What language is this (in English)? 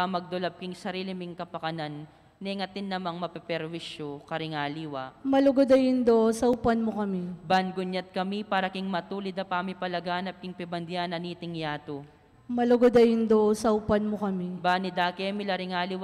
Pampanga